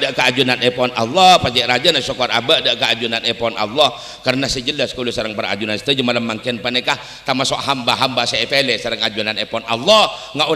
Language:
Madurese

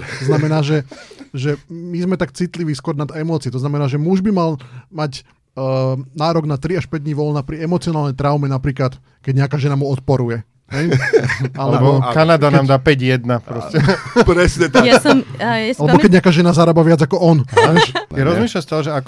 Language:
Slovak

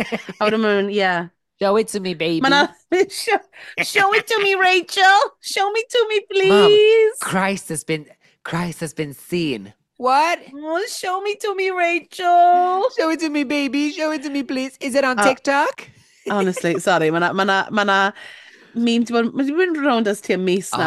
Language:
Welsh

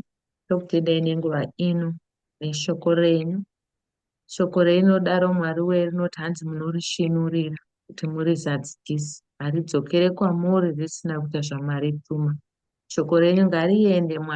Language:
Shona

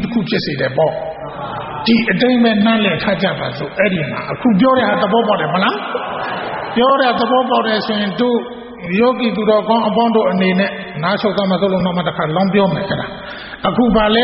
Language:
Burmese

